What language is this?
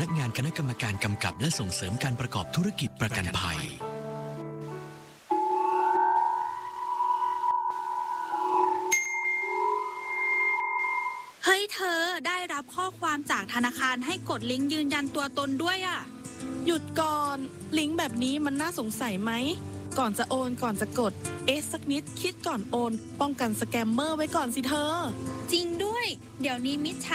Thai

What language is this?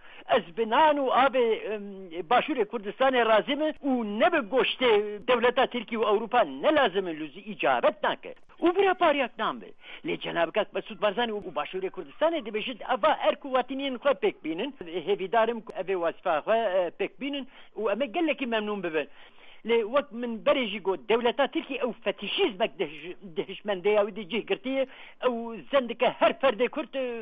Kurdish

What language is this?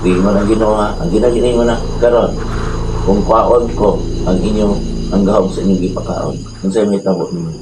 Cebuano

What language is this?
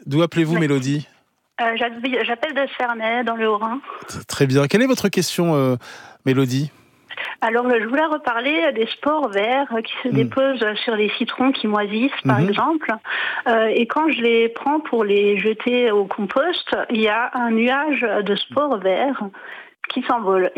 French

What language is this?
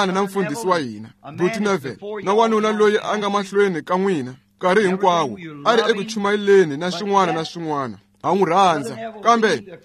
Tsonga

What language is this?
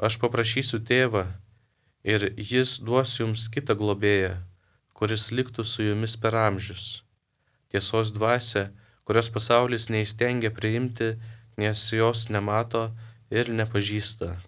Lithuanian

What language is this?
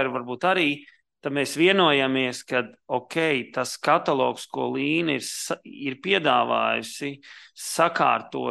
Latvian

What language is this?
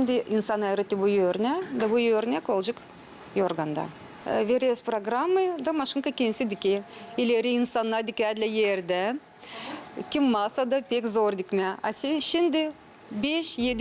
Gagauz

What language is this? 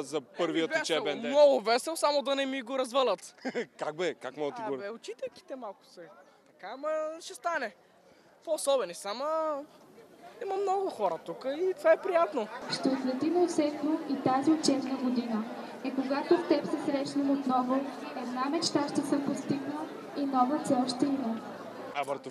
Bulgarian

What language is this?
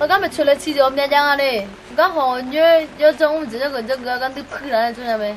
Akha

